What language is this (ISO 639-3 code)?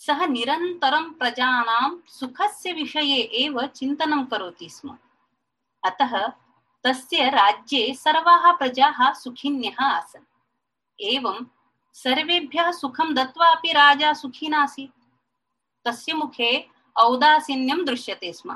san